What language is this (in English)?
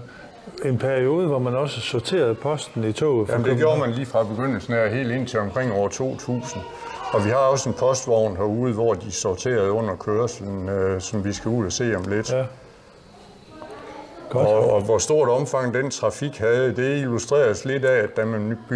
Danish